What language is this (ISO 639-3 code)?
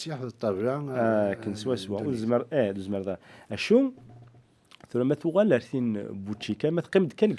kab